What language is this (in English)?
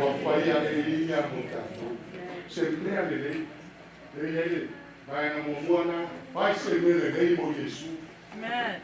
Samoan